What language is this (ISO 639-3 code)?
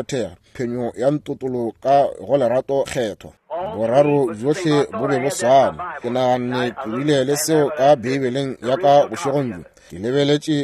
nso